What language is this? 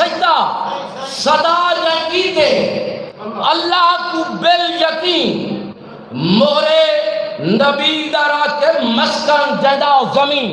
Saraiki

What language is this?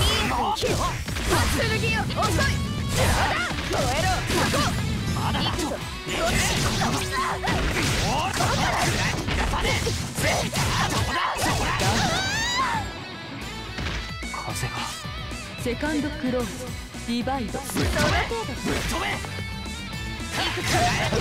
Japanese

